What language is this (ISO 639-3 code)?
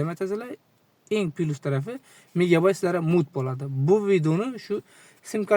uzb